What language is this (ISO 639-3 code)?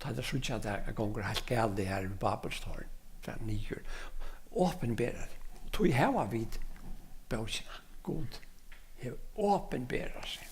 fao